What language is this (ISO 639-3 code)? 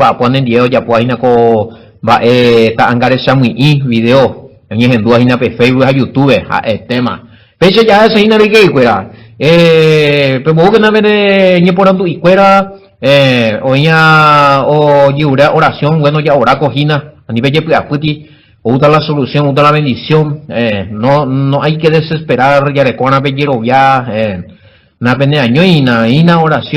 grn